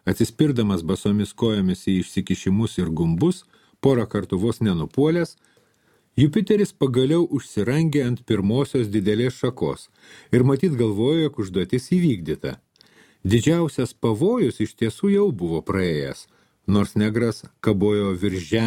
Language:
Lithuanian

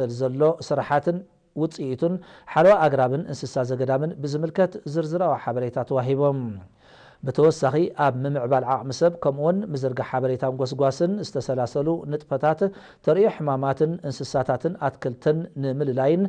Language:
Tigrinya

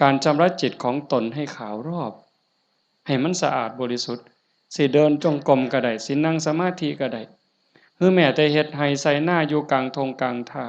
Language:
Northeastern Thai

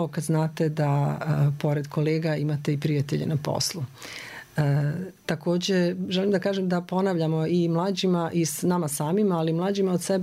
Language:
Croatian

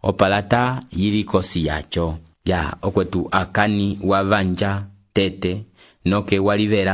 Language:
Umbundu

